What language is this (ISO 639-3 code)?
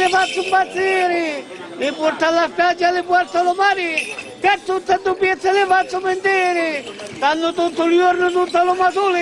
scn